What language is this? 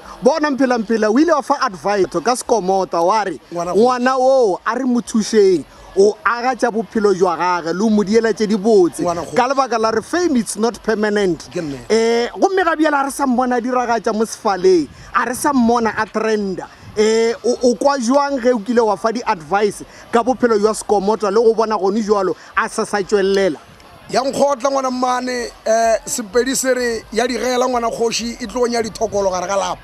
Northern Sotho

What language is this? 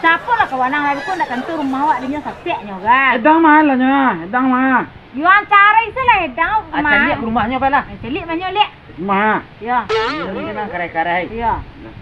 Minangkabau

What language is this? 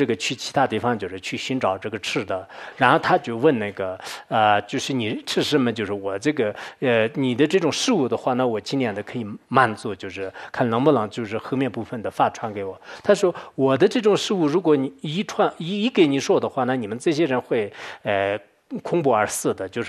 Chinese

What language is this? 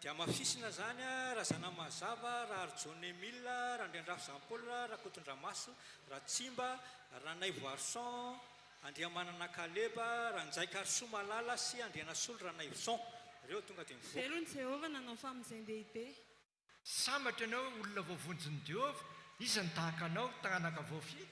Malagasy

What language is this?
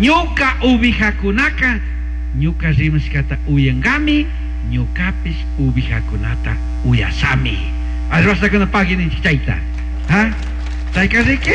Chimborazo Highland Quichua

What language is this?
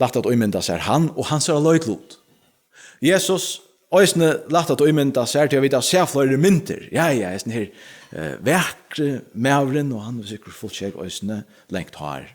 Faroese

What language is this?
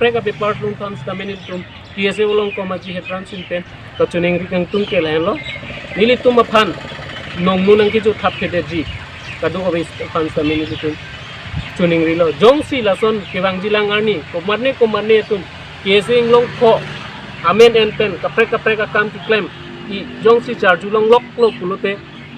Karbi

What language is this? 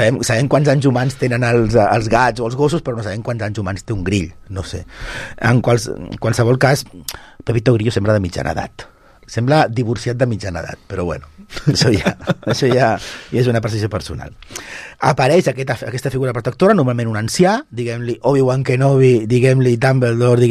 Catalan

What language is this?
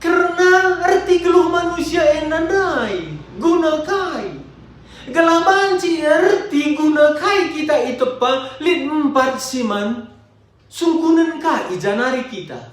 Batak Karo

